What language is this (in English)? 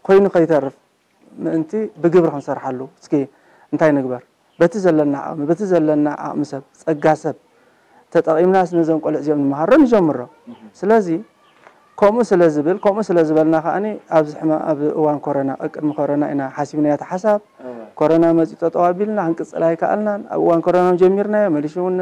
Tigrinya